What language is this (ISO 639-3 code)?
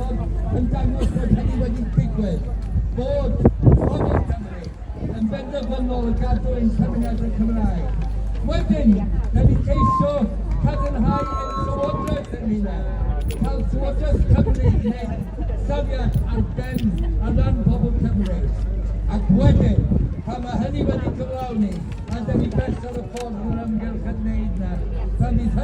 cym